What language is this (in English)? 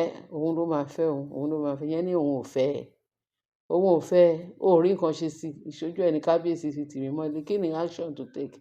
Yoruba